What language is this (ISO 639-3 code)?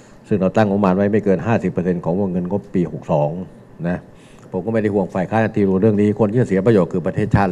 tha